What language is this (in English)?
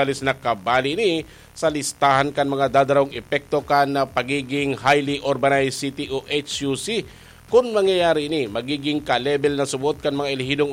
Bikol